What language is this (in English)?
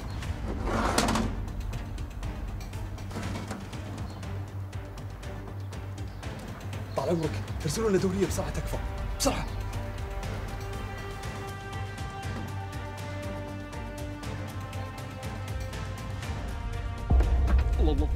Najdi Arabic